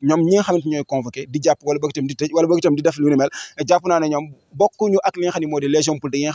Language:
Wolof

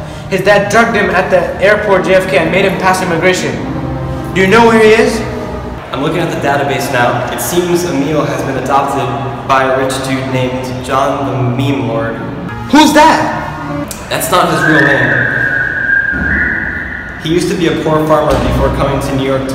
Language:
English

